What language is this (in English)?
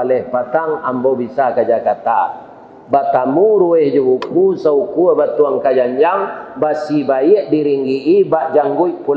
Minangkabau